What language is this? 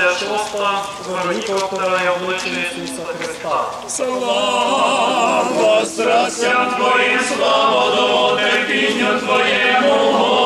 Ukrainian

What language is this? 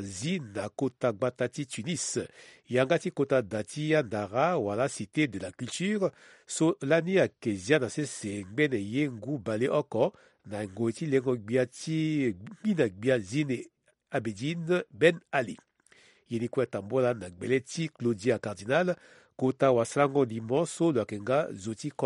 Sango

